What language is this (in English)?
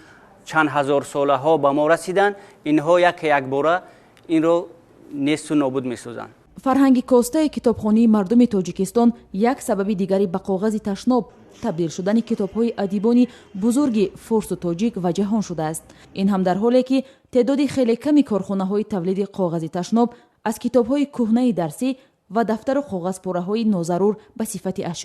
Tajik